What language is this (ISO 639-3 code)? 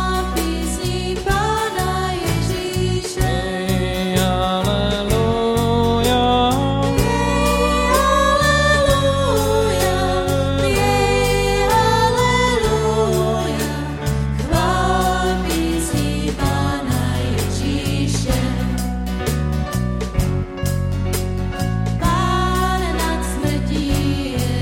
ces